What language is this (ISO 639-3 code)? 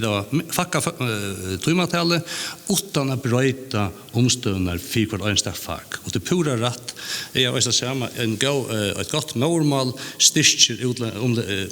fao